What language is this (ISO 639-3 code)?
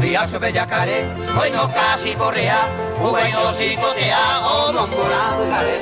grn